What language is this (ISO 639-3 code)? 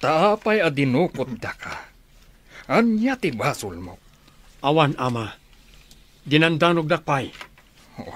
ilo